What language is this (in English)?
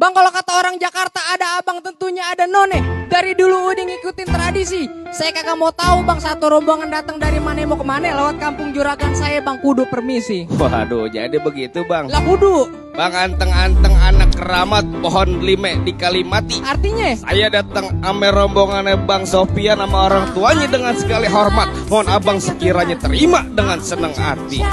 Betawi